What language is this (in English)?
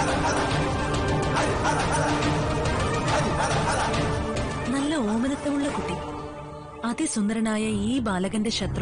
Malayalam